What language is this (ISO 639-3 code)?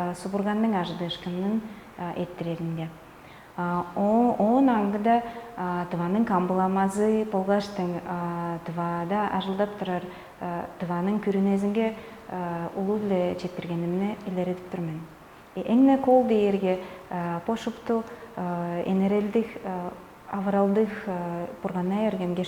tyv